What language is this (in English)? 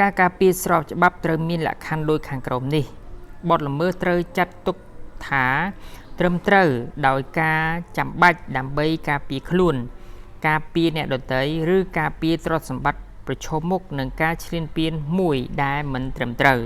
Khmer